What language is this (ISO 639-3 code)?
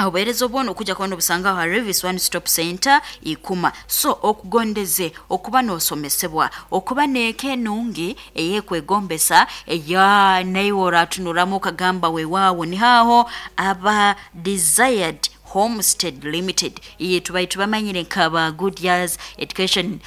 nyn